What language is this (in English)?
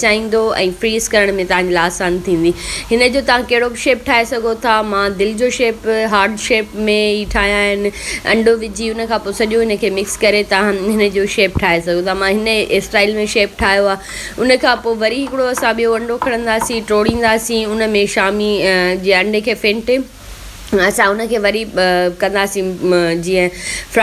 Sindhi